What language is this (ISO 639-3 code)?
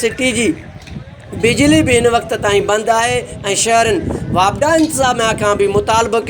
snd